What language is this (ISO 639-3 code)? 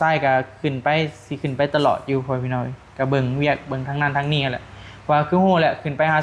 tts